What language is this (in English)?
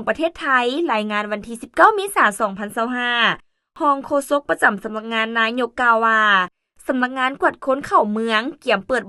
Lao